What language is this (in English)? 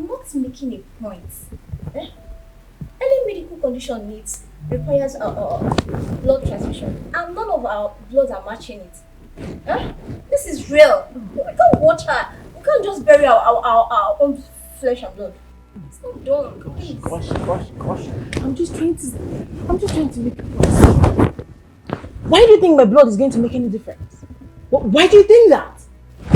Nigerian Pidgin